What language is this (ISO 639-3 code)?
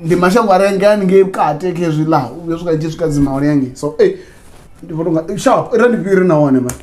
ven